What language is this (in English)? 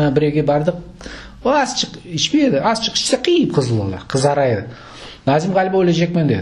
Crimean Tatar